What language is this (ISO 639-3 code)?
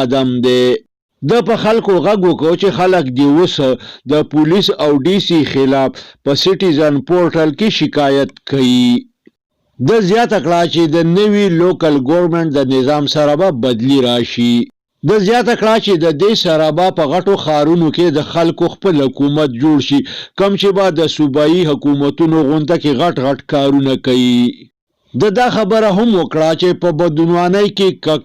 pus